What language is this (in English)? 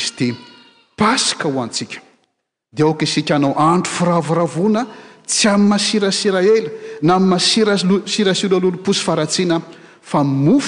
Malagasy